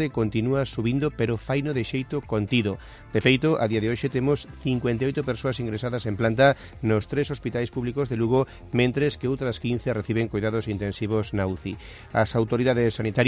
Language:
Galician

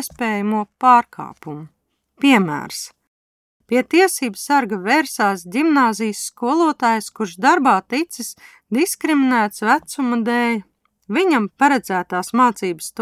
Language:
Latvian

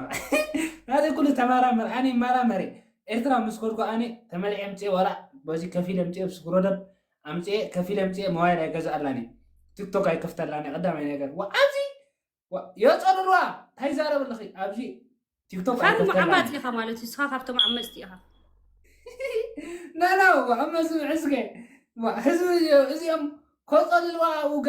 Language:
Tigrinya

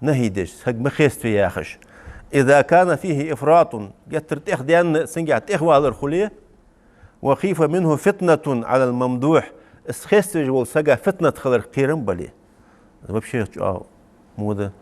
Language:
Ingush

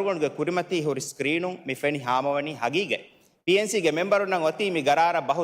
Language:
Divehi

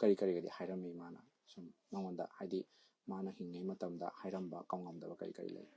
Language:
Manipuri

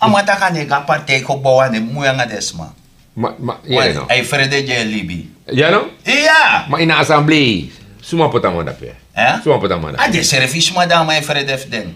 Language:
Sranan Tongo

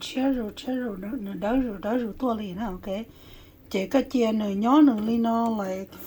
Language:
Hmong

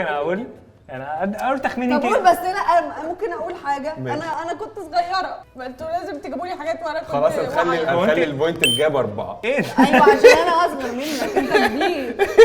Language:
Egyptian Arabic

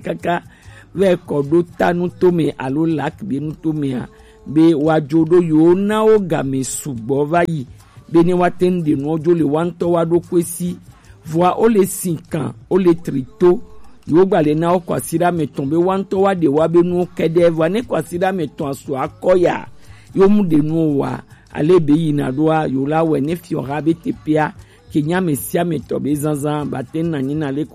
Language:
Gen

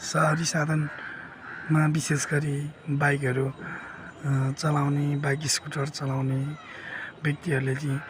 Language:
Nepali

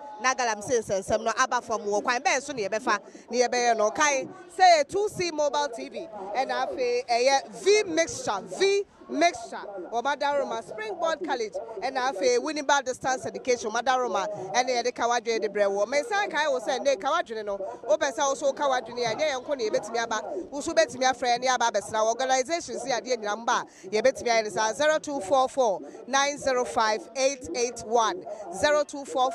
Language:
Akan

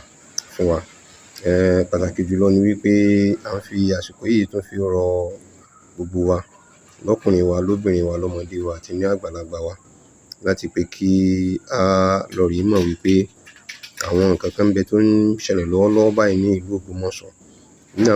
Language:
Yoruba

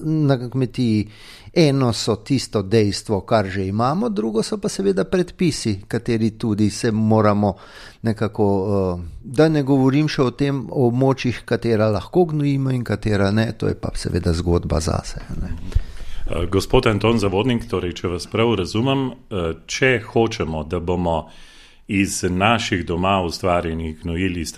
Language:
Slovenian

